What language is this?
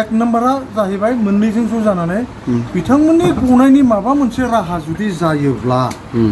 Bodo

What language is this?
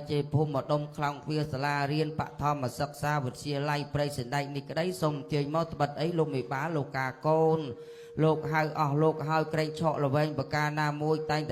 Khmer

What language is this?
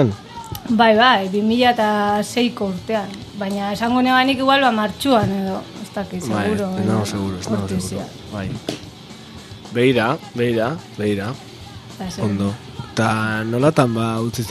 Basque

